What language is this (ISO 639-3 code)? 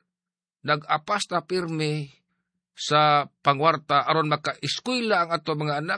ceb